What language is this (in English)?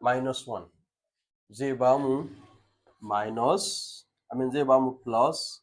Hausa